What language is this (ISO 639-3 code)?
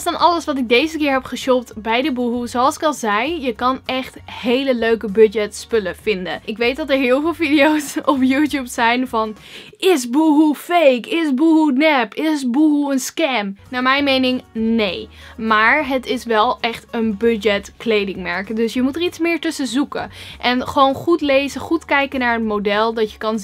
nld